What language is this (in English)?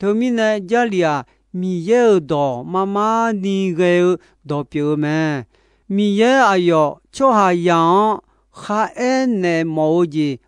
Akha